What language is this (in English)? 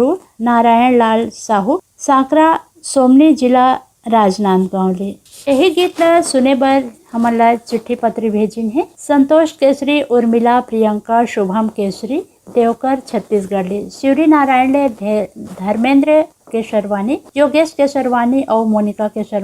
Chhattisgarhi